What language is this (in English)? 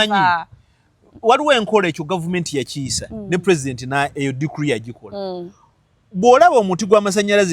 Ganda